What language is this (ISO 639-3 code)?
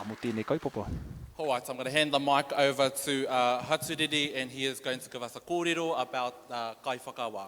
mri